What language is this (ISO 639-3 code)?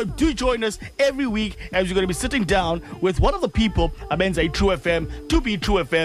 xho